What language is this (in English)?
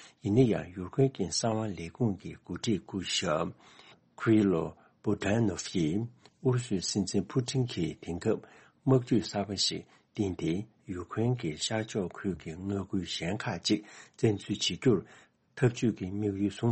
Tibetan